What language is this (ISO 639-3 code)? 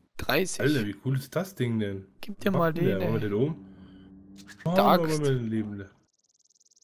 deu